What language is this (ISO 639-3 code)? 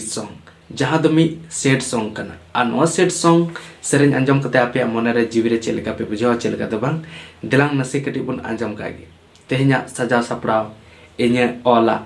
sat